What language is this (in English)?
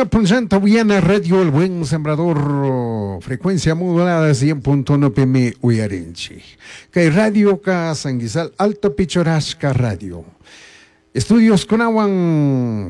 Chimborazo Highland Quichua